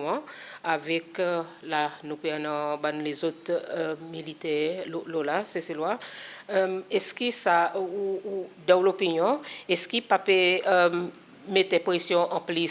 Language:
Seselwa Creole French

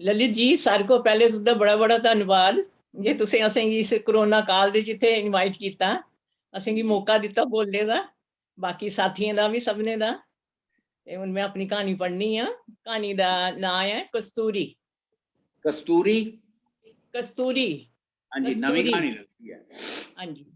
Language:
Dogri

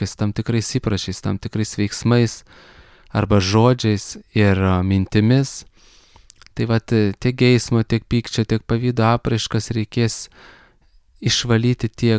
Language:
Lithuanian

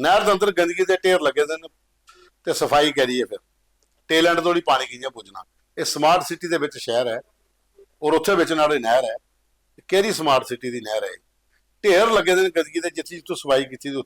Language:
Dogri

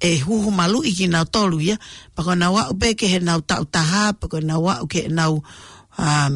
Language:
Tongan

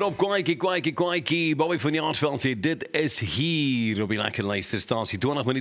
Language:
Afrikaans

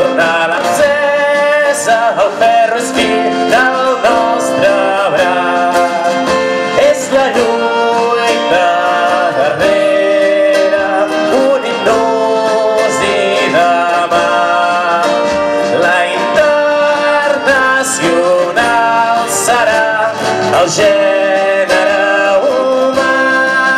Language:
Catalan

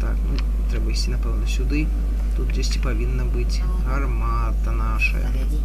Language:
Belarusian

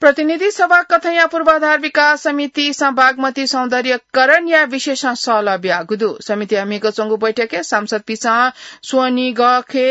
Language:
Newari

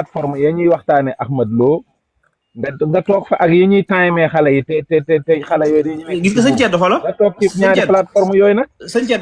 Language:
Wolof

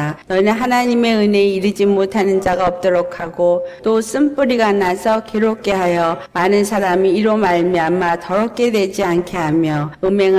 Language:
Korean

